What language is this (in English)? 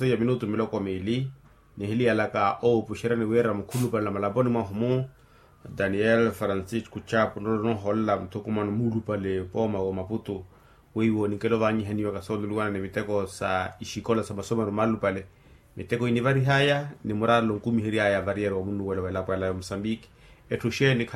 Makhuwa